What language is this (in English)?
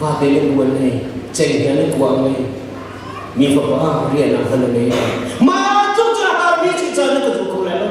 Hakha Chin